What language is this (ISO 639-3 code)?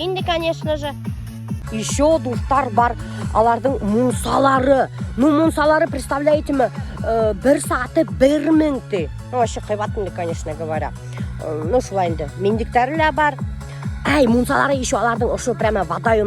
bak